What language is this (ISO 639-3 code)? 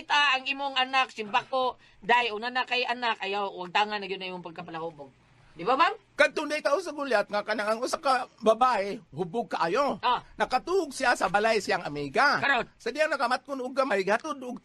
ceb